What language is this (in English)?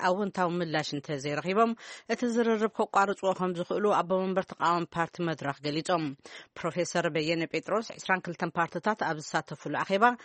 Tigrinya